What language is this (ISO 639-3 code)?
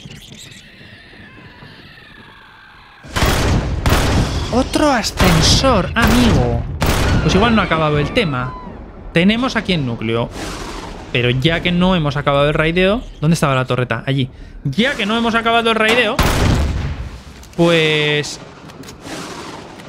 spa